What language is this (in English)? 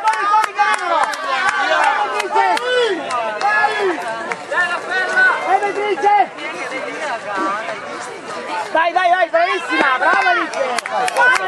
Italian